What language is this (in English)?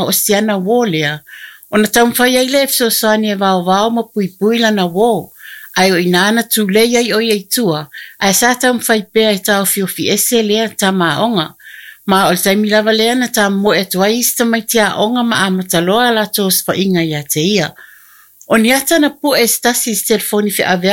Samoan